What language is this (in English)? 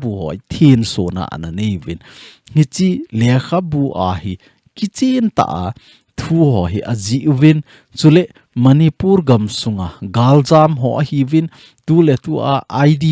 Thado Chin